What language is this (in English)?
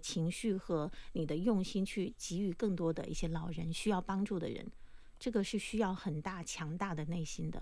Chinese